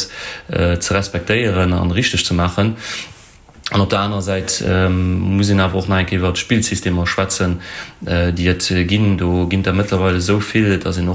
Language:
Luxembourgish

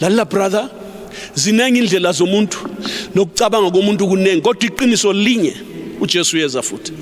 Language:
North Ndebele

